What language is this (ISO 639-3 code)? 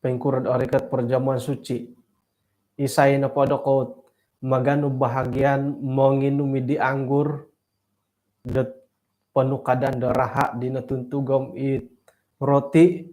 dtp